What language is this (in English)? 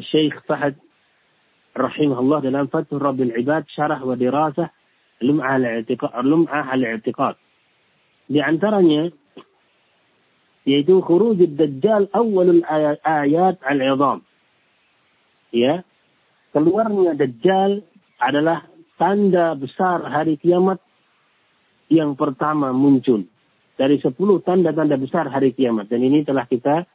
Indonesian